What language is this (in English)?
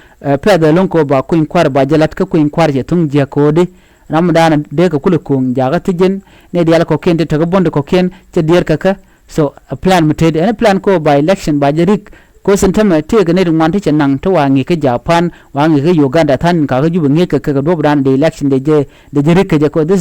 Nuer